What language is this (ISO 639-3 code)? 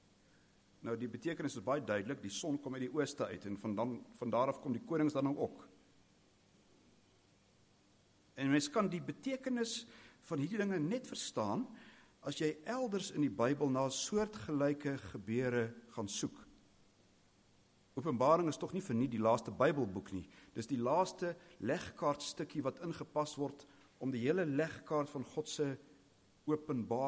afr